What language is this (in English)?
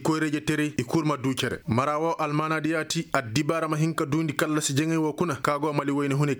Koyraboro Senni